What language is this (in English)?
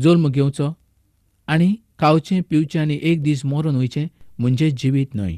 Konkani